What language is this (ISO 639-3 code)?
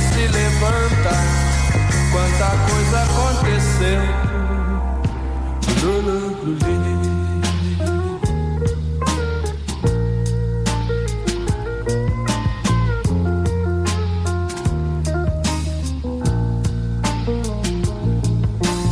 por